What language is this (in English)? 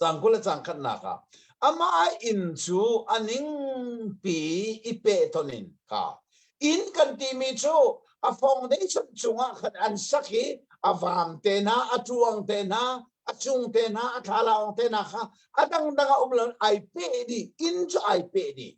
Hakha Chin